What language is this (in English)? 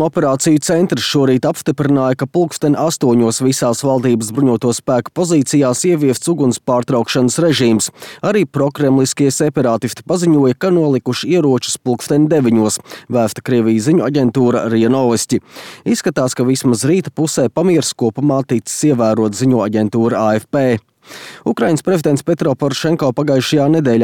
Latvian